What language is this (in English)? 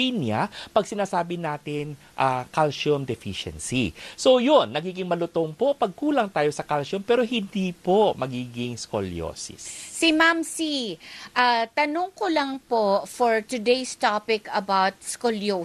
Filipino